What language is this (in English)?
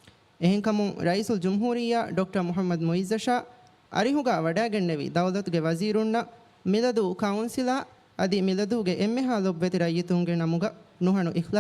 Divehi